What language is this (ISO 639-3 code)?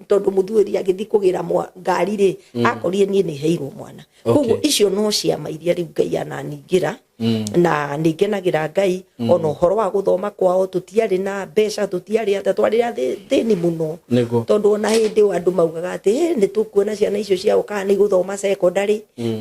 kik